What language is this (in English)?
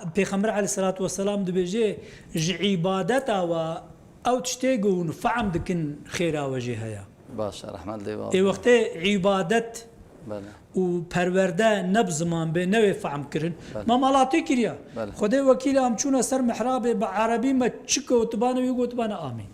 Kurdish